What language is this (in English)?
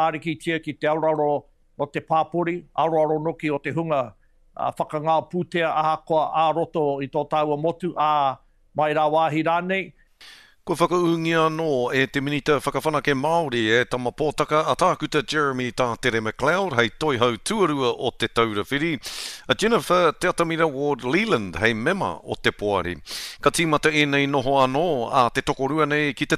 Māori